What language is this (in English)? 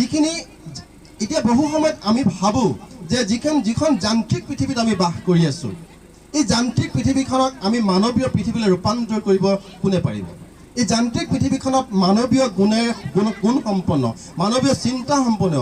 Assamese